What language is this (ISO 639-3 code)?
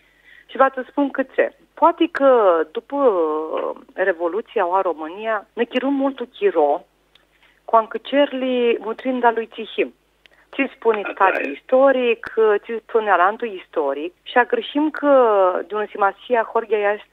rup